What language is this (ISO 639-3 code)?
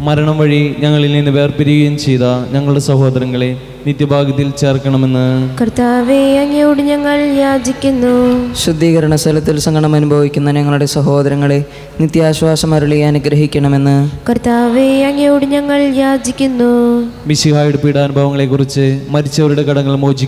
mal